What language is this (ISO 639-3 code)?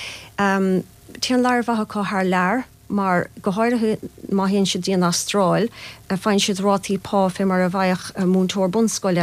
gle